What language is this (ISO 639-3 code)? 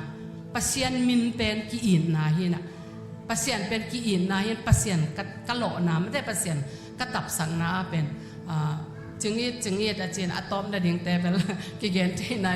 ctd